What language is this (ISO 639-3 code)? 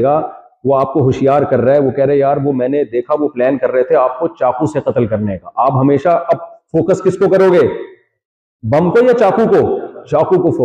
urd